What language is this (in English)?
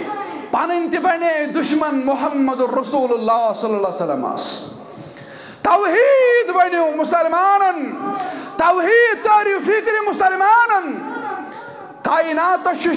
Kashmiri